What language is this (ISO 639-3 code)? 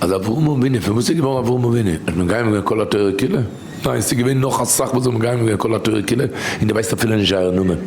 yid